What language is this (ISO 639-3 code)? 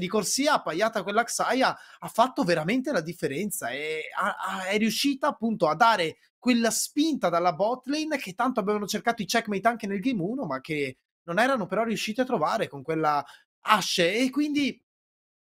ita